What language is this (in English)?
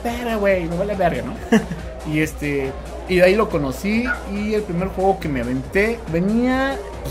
Spanish